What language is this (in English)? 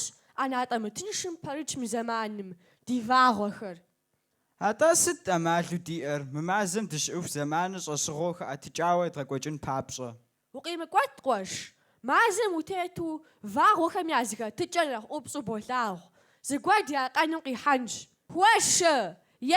Kabardian